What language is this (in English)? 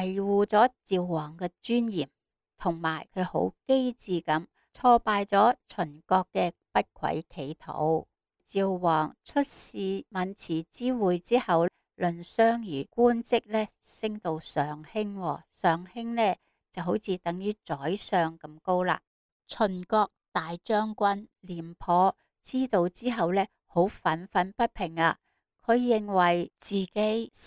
Cantonese